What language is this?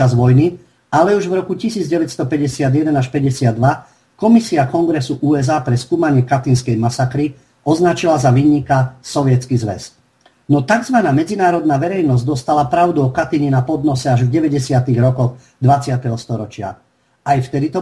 Slovak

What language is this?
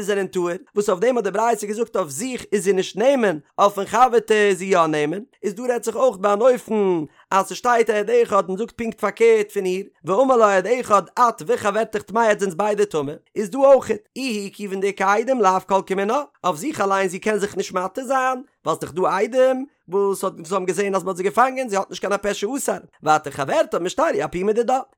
Yiddish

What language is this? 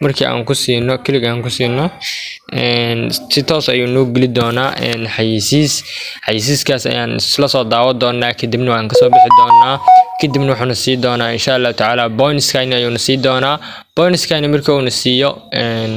Somali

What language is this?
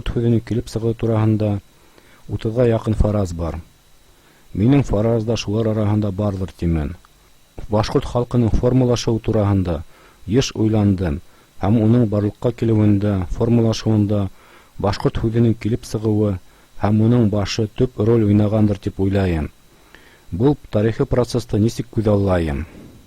Bashkir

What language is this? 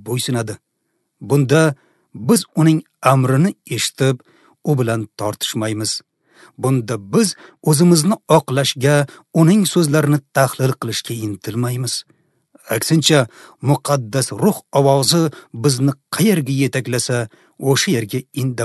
Uzbek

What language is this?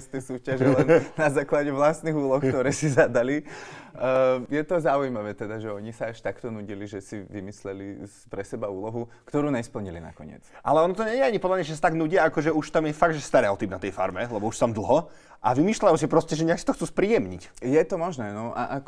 Slovak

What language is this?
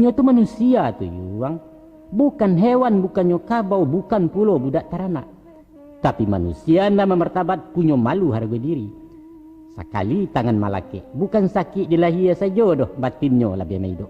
Minangkabau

